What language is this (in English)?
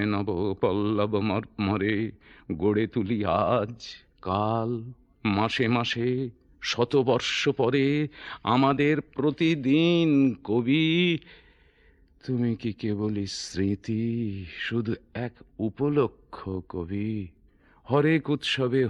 Bangla